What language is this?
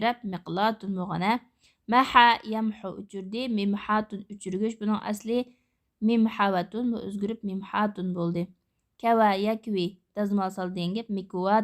Uyghur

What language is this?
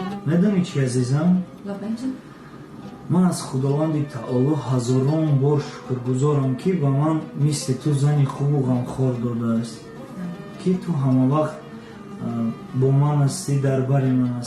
Tajik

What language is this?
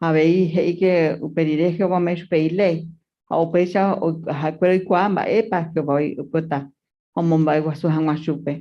Guarani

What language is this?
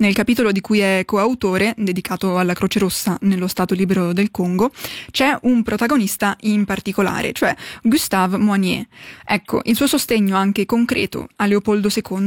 Italian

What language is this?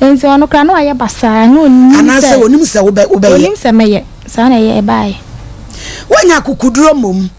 Akan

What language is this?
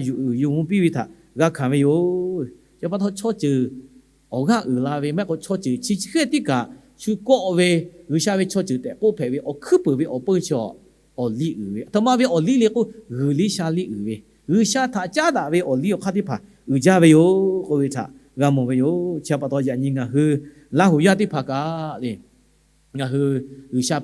Lahu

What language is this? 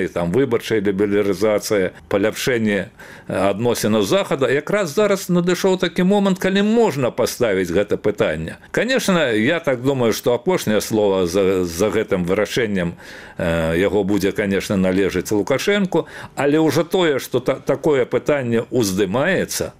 Belarusian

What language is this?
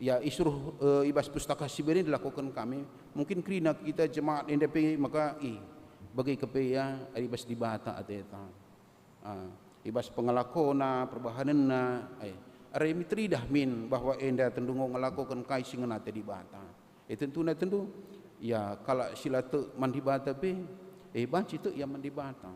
Batak Karo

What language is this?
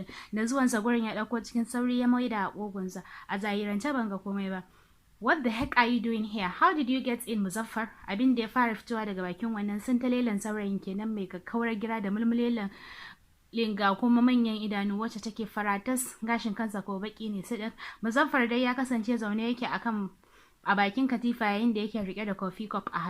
Hausa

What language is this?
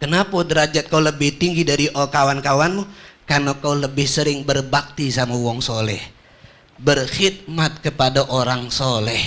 Musi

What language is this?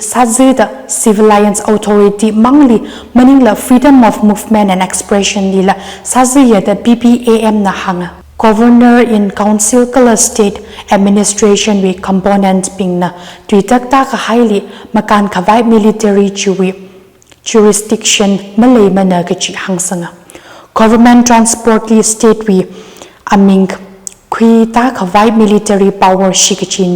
Tangkhul Naga (India)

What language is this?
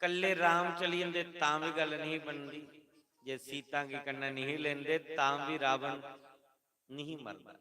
Dogri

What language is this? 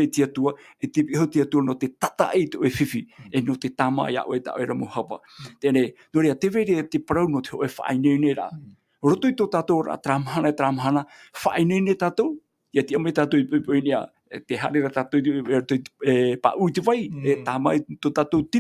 Tahitian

